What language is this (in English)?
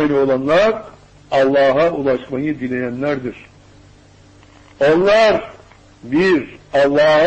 Turkish